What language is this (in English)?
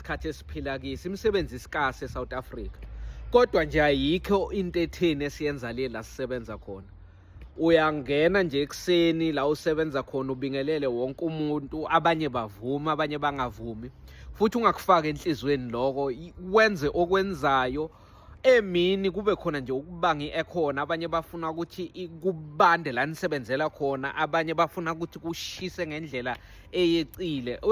Zulu